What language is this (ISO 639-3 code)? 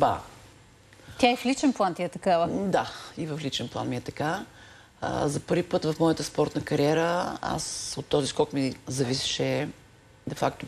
bul